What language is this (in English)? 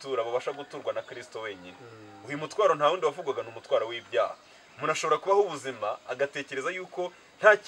Kinyarwanda